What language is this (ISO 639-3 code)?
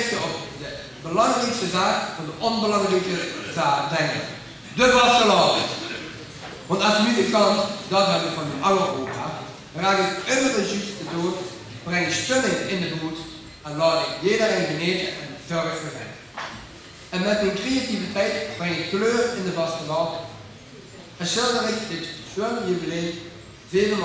lim